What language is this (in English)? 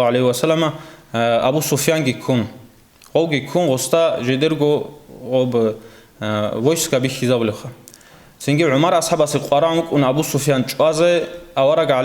Avaric